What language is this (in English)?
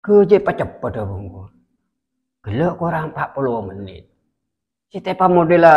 Madurese